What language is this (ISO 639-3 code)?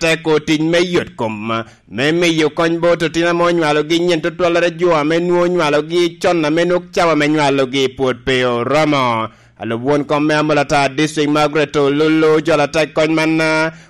laj